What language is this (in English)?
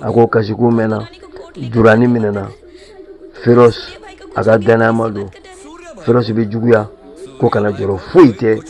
Bambara